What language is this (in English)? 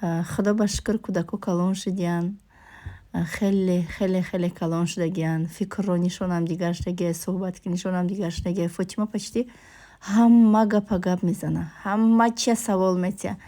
Tajik